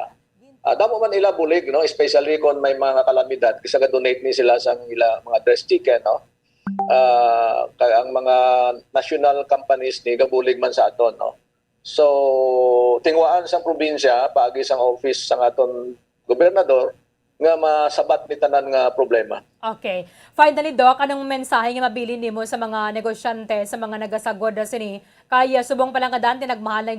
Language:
Hiligaynon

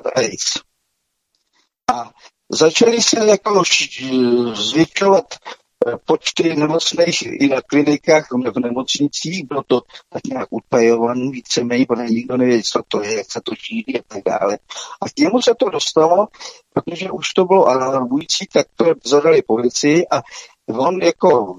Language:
Czech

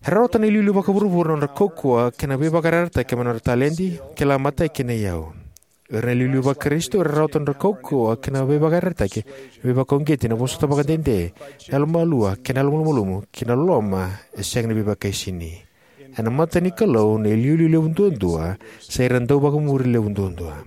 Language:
Fijian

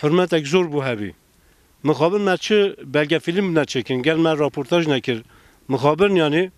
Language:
Kurdish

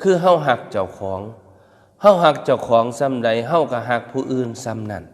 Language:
Northeastern Thai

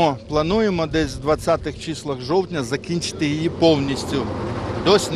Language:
Ukrainian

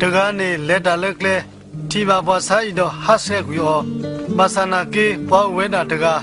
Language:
S'gaw Karen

